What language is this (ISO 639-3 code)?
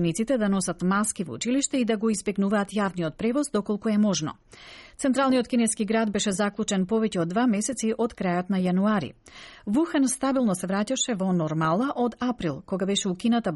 mkd